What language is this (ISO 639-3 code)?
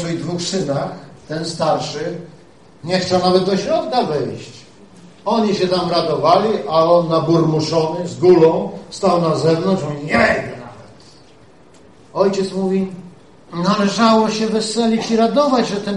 pol